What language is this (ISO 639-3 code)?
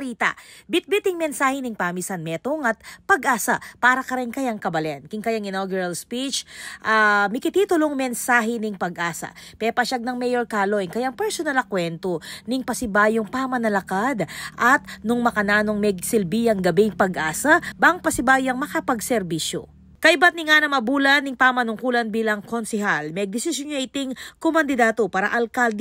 pam